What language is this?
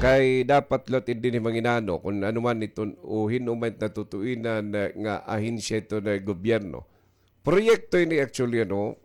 Waray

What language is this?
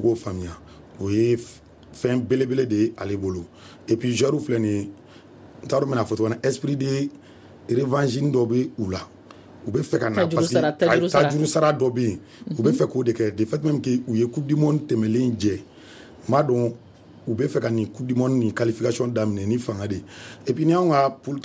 Bambara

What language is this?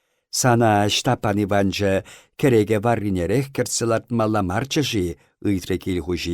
Chuvash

